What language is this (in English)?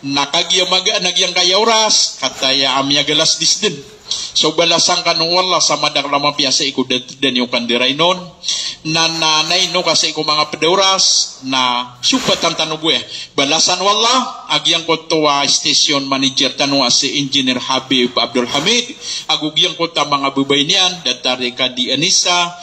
Maranao